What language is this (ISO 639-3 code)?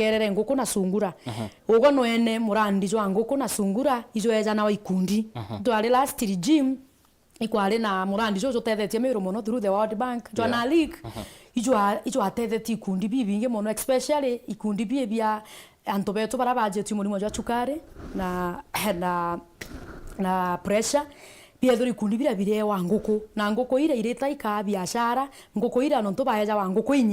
mer